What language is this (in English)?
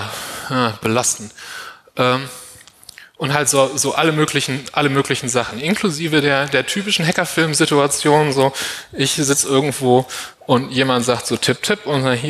German